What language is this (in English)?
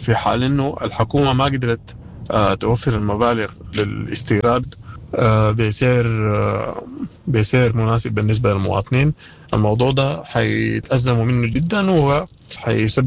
Sudanese Arabic